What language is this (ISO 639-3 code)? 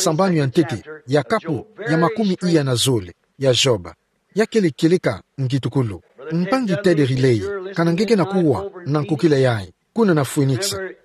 ktu